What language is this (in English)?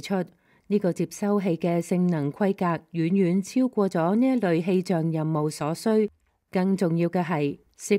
Cantonese